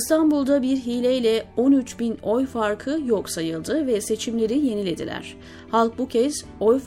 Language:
Turkish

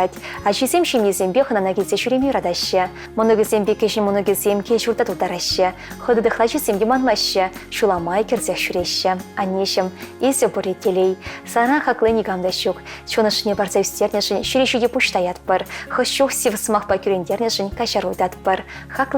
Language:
Chuvash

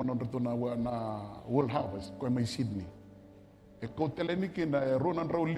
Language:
Fijian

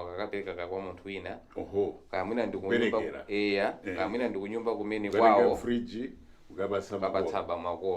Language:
Nyanja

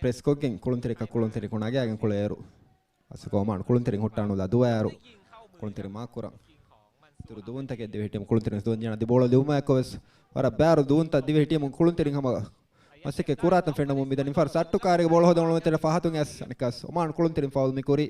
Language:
Divehi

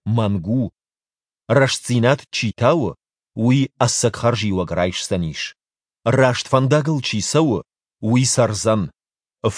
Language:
Ossetic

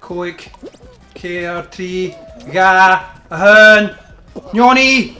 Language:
Scottish Gaelic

